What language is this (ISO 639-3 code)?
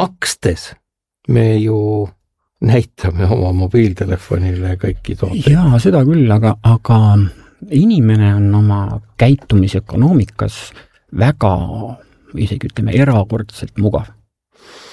est